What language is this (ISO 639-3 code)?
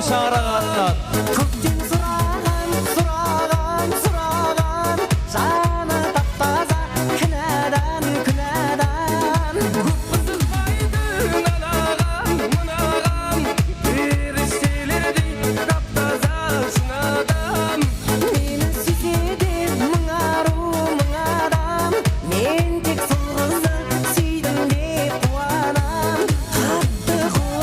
kaa